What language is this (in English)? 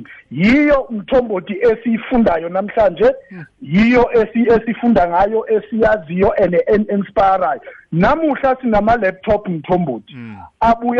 South Ndebele